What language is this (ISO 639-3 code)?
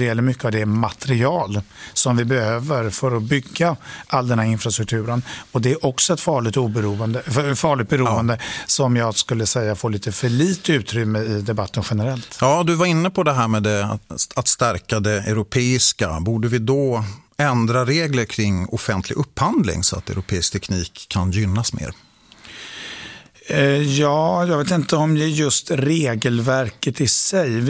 swe